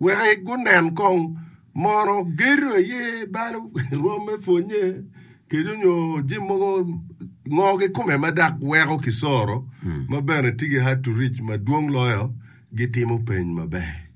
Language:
Acoli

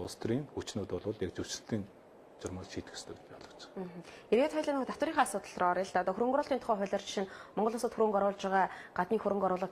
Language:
Mongolian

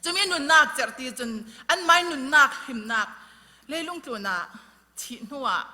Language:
Falam Chin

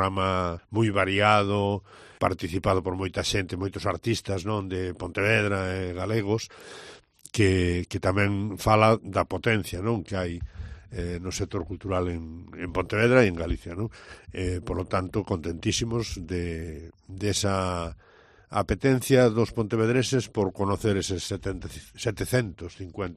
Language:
Galician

